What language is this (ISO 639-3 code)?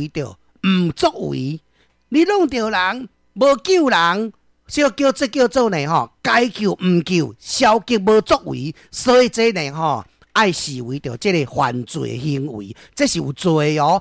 nan